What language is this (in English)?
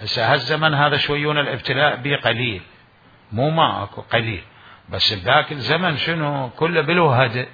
Mesopotamian Arabic